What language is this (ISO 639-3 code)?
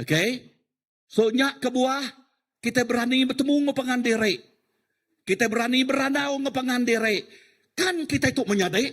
iba